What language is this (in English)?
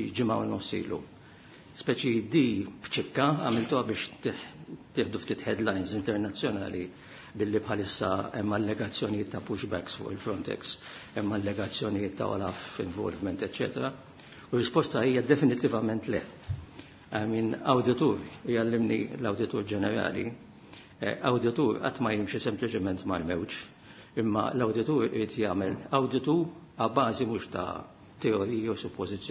Maltese